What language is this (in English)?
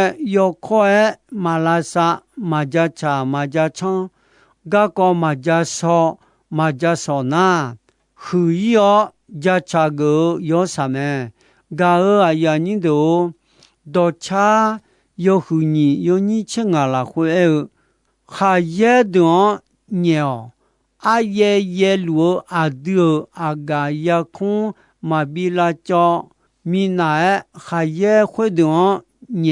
Akha